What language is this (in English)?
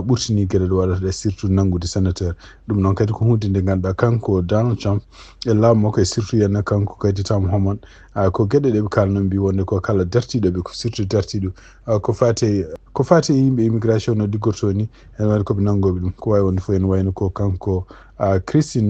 Fula